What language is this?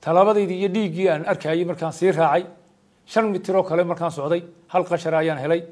Somali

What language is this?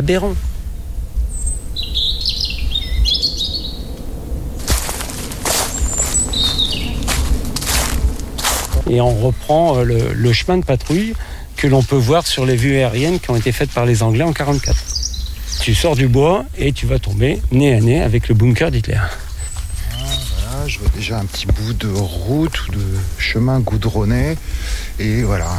French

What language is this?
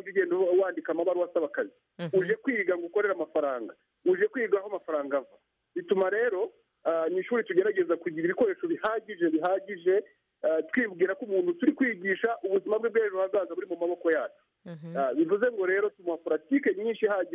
Kinyarwanda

